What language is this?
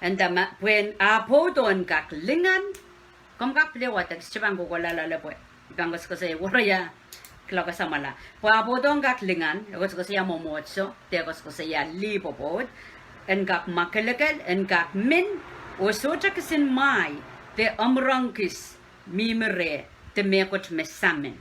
Pohnpeian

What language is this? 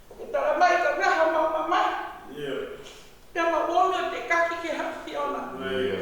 Tongan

